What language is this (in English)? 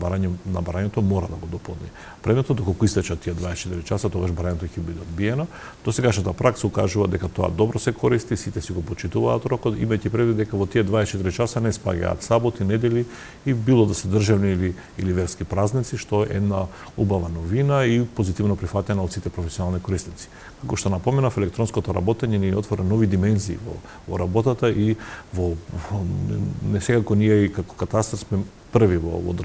Macedonian